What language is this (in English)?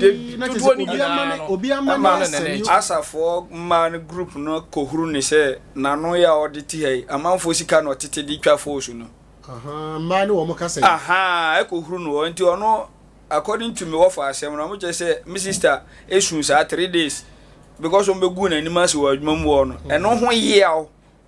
Akan